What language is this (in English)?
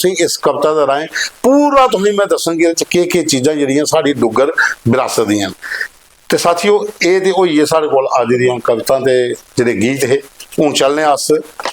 Dogri